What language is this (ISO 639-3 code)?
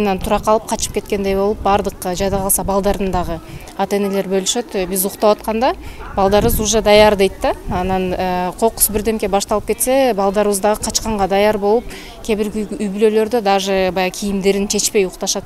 kir